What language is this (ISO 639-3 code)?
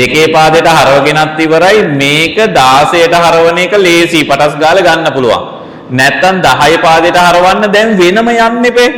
sin